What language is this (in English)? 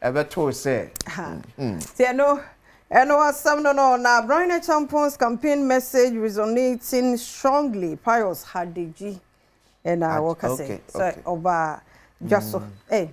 Akan